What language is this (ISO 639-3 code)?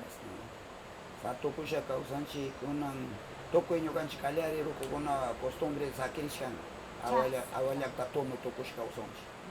qvz